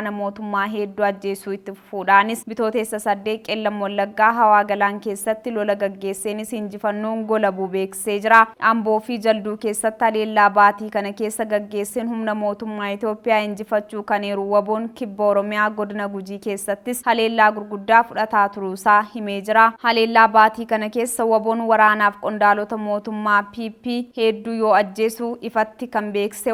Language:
Oromo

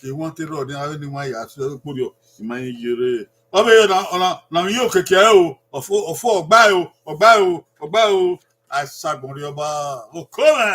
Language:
Bini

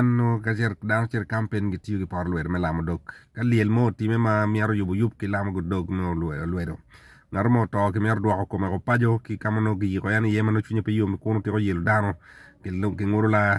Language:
Acoli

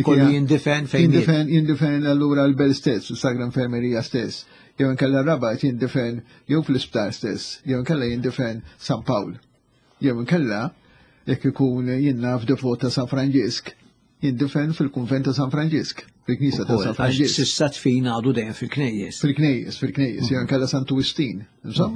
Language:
Maltese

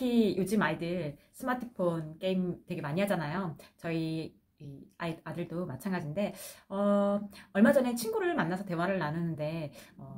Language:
Korean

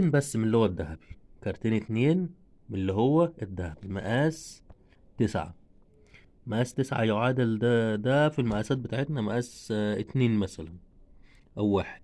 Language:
Egyptian Arabic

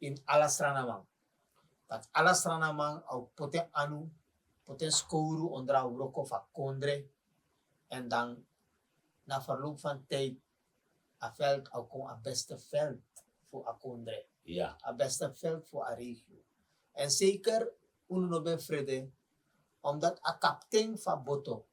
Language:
Sranan Tongo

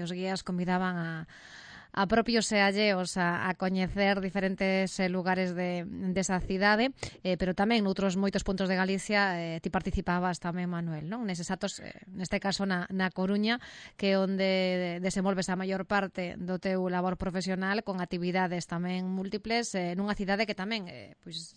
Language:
Galician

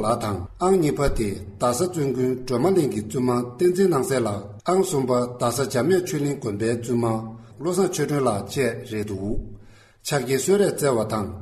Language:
Tibetan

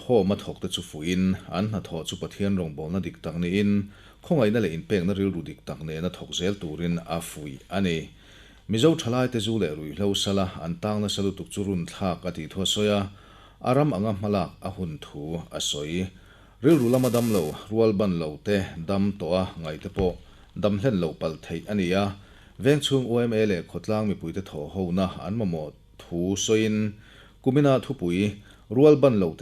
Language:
Mizo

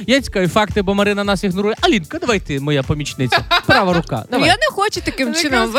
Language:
Ukrainian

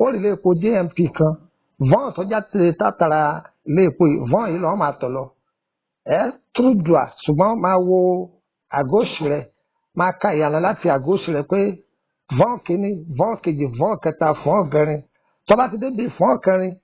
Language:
Yoruba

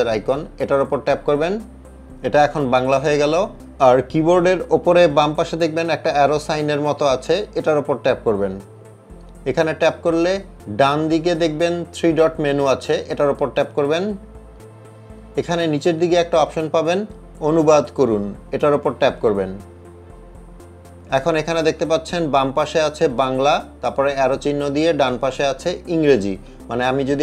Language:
Bangla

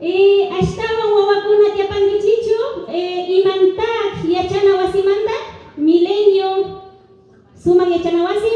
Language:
Imbabura Highland Quichua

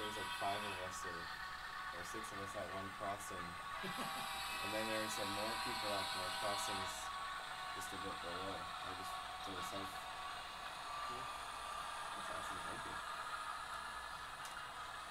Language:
English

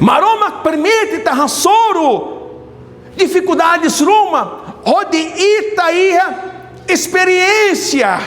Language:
Tetum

